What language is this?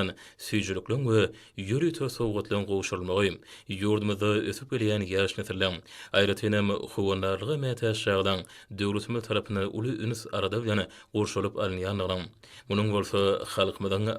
Turkmen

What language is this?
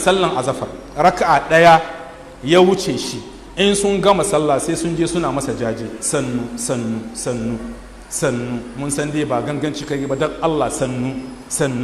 Hausa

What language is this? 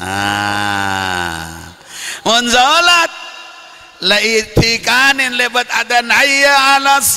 Madurese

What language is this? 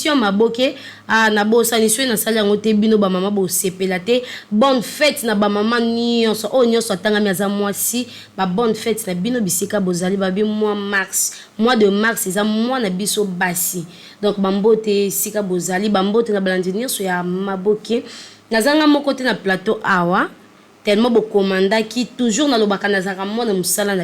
Lingala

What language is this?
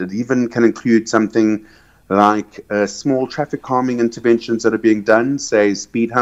English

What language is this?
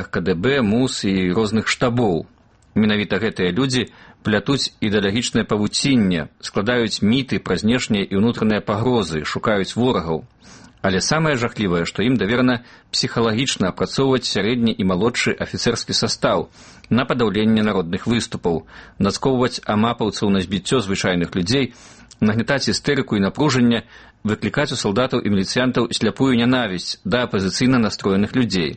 Belarusian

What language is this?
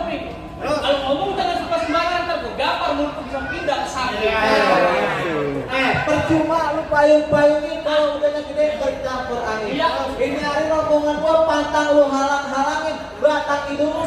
Betawi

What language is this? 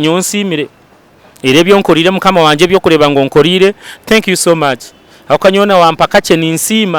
Nyankole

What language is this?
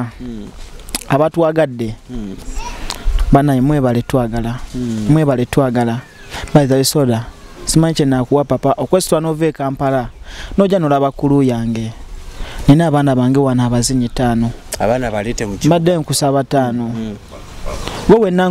Ganda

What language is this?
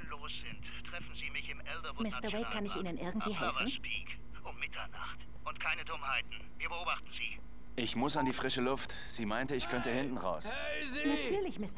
Swiss German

